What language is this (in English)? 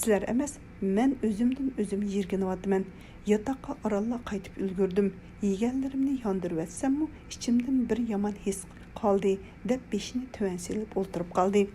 Uyghur